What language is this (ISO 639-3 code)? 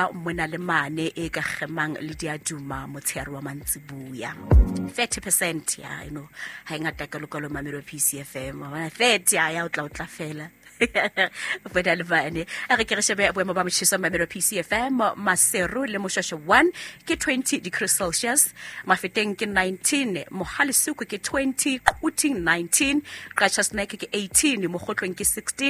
sot